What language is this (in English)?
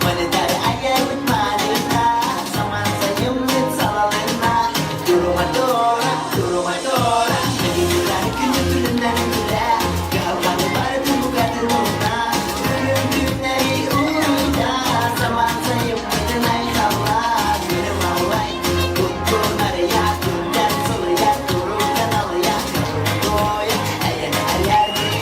Yakut